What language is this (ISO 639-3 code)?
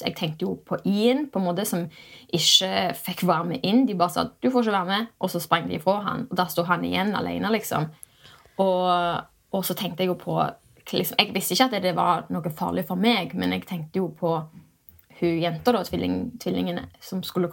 nor